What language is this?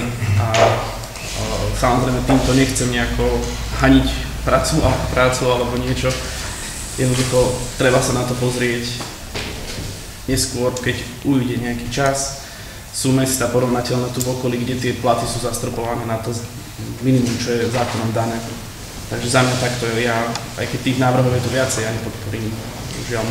Slovak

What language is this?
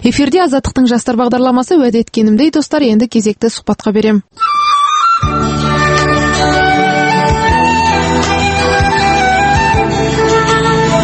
Kazakh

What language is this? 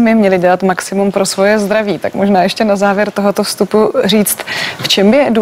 Czech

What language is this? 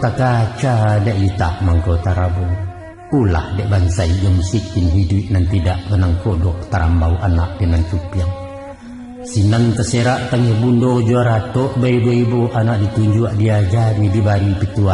Minangkabau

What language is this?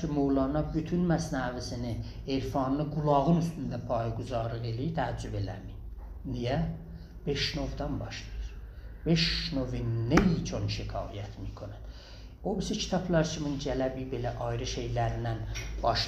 South Azerbaijani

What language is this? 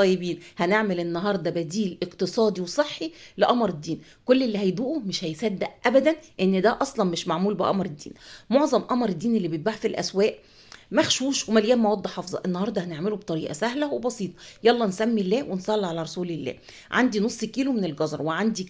Egyptian Arabic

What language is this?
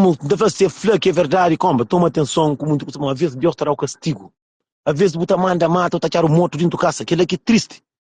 Kabuverdianu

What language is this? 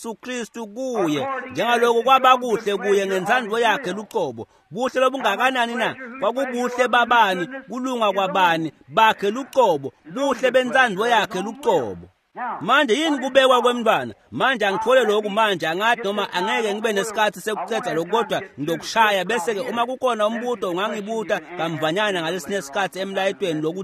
Swati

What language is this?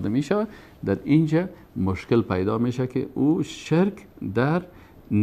Persian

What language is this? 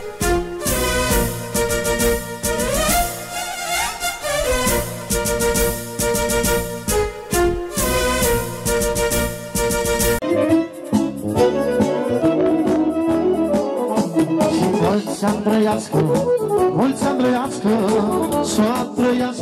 Romanian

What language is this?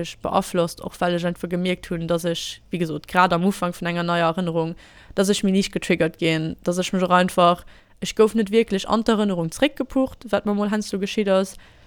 Luxembourgish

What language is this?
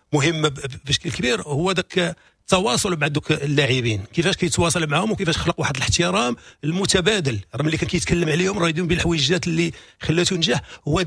Moroccan Arabic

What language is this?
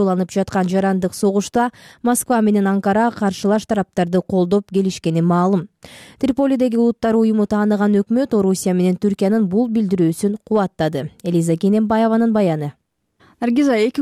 Kyrgyz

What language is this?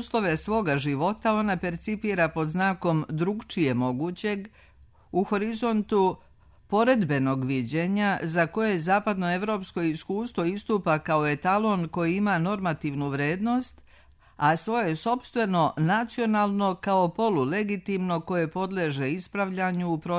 Serbian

